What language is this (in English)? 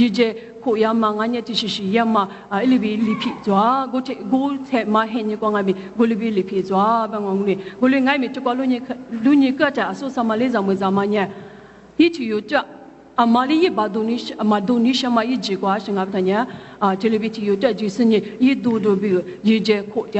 Lisu